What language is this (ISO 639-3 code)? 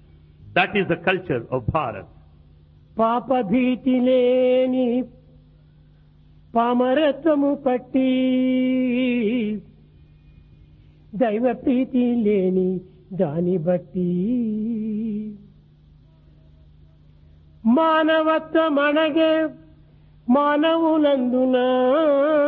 tel